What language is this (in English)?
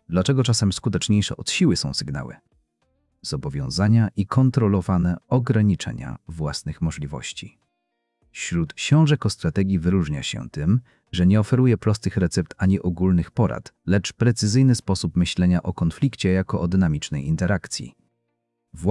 Polish